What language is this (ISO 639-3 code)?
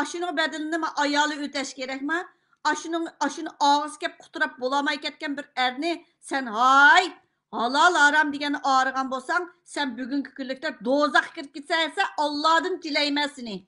uig